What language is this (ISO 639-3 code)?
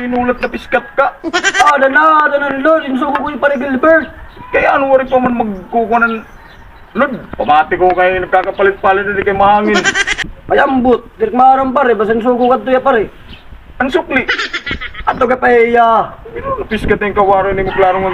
war